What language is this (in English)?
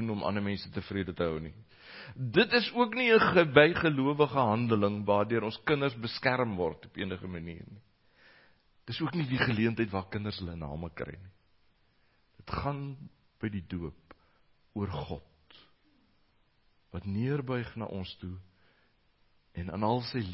Afrikaans